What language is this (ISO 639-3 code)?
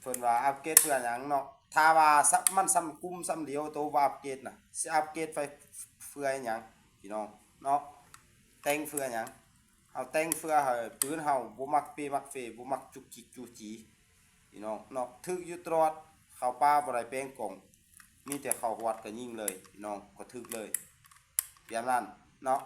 lao